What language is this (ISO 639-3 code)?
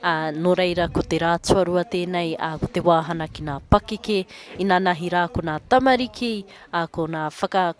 mri